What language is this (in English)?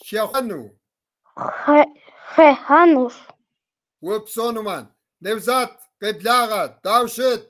Kabardian